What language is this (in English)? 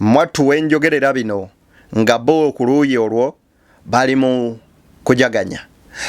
Ganda